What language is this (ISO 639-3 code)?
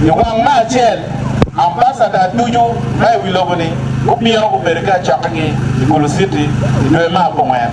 ach